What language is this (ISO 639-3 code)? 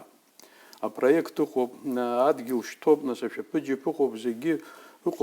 abk